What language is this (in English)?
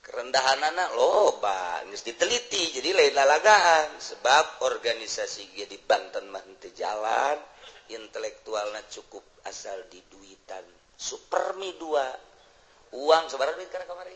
Sundanese